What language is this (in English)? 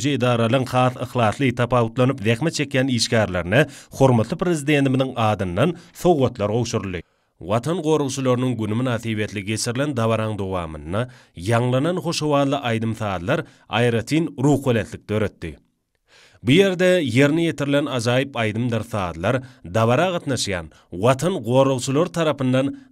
Turkmen